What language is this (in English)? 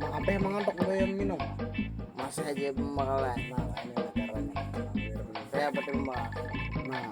Banjar